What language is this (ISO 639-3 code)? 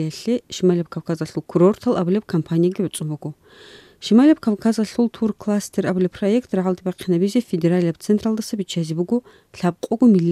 ava